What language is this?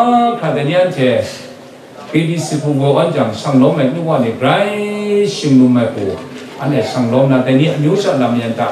Kachin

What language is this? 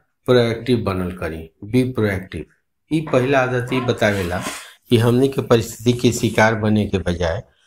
Bhojpuri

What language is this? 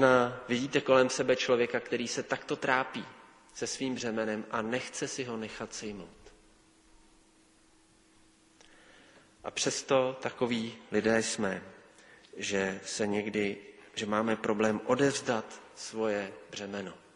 Czech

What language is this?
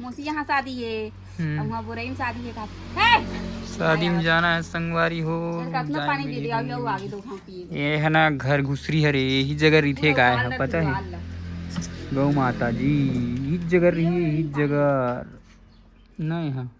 Chhattisgarhi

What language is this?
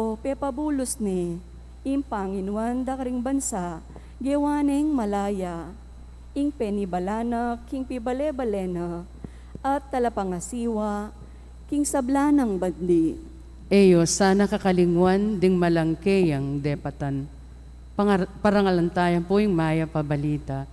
Pampanga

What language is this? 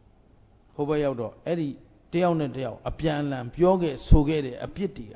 Burmese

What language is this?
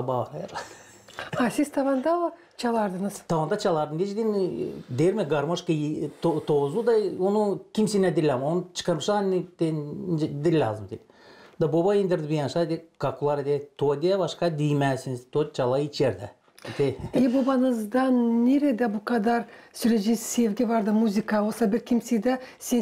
Gagauz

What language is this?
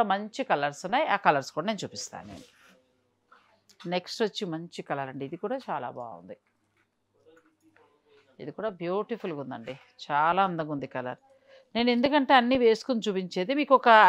Telugu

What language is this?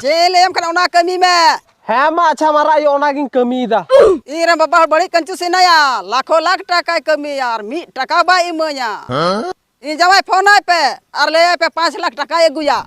Santali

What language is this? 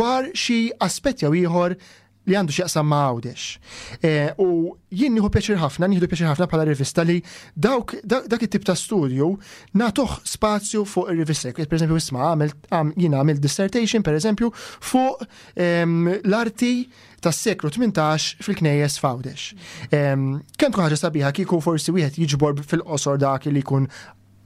Maltese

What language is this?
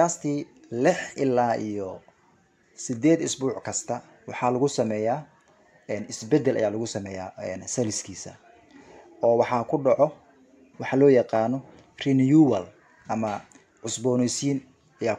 Somali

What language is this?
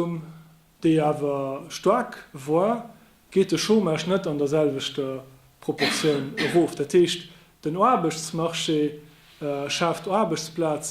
Luxembourgish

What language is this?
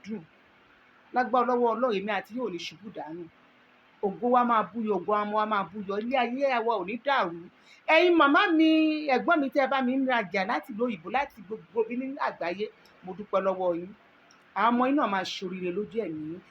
Yoruba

